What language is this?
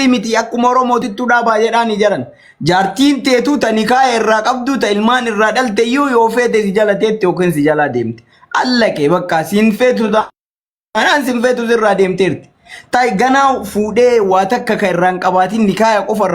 Oromo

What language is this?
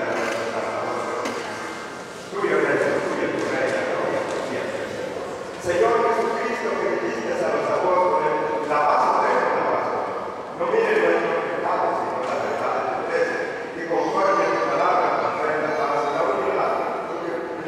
Spanish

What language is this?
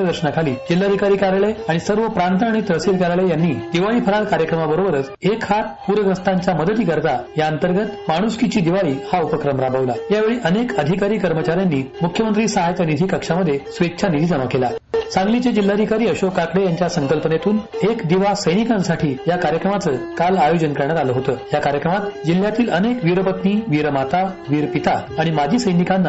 Marathi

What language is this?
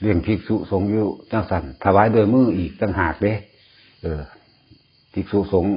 Northeastern Thai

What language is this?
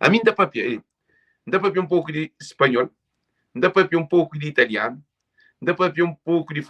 Kabuverdianu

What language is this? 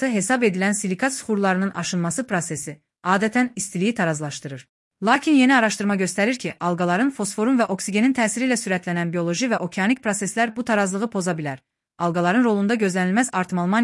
Azerbaijani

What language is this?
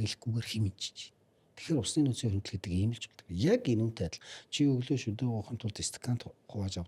Mongolian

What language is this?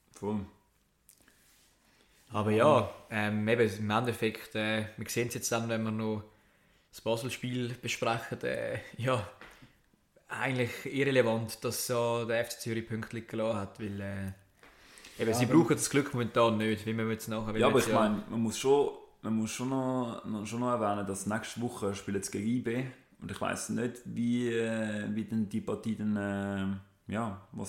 German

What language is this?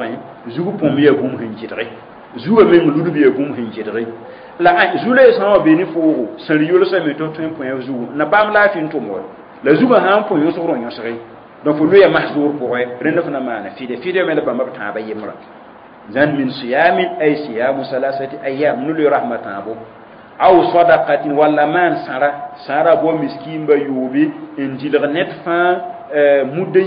Mossi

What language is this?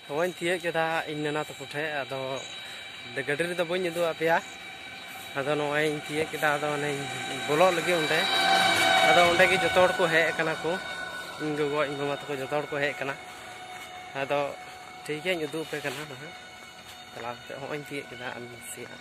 Santali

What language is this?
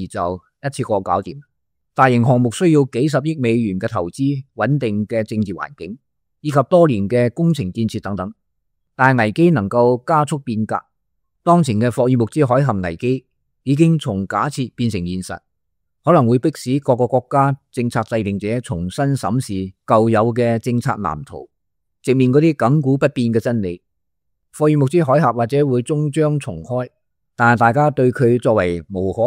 Cantonese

